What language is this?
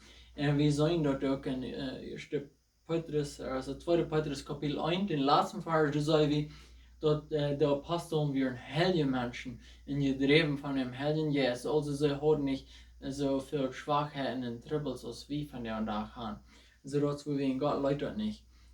Plautdietsch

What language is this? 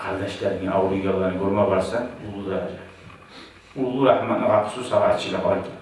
Kumyk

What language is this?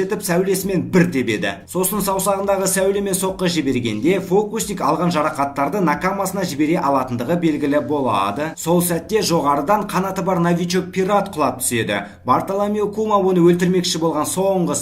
Kazakh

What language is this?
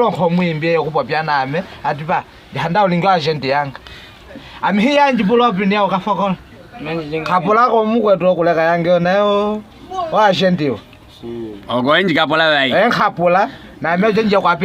Nyaneka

